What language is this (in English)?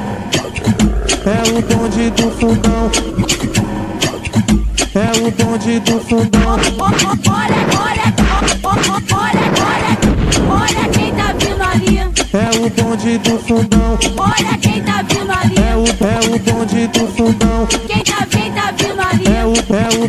Portuguese